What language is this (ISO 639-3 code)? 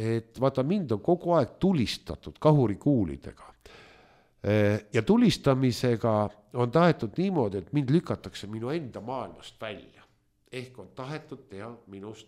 est